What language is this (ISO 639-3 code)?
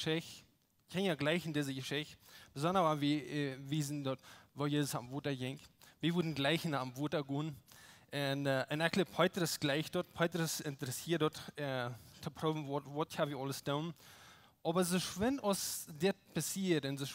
pdt